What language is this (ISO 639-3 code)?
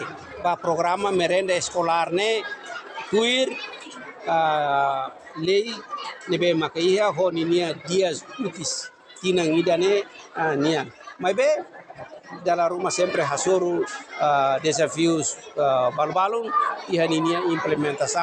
tet